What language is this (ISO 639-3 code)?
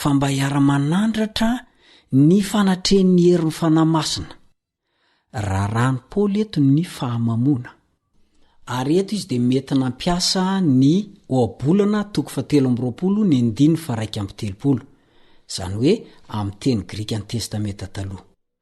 mlg